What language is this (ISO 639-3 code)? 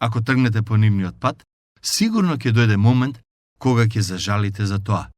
mkd